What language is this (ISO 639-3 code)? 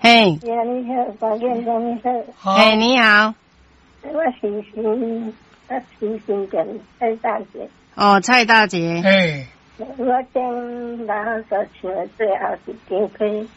nan